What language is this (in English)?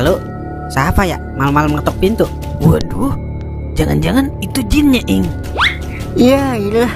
Betawi